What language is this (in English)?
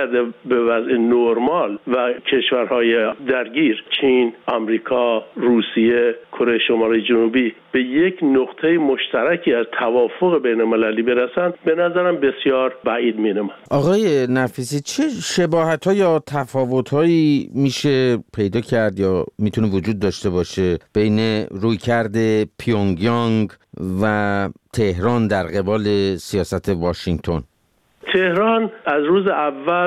Persian